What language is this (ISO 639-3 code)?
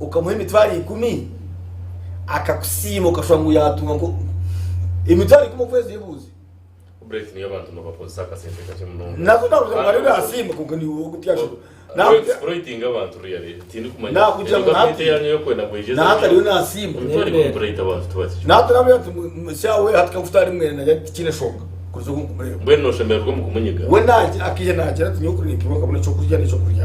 nyn